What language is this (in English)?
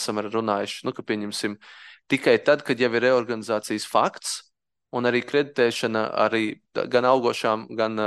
Latvian